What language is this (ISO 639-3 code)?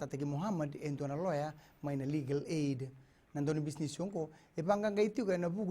fij